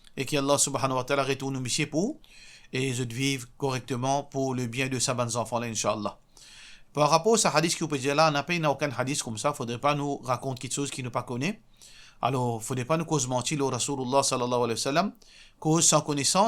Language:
Morisyen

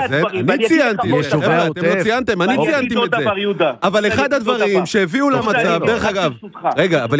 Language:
Hebrew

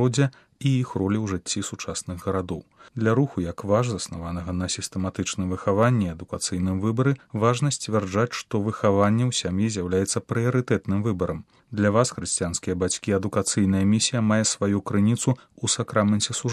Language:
Belarusian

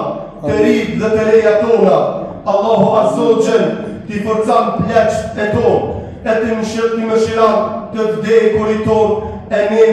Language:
Albanian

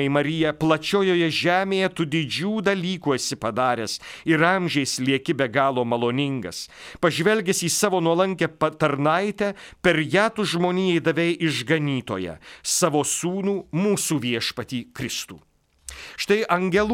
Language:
Lithuanian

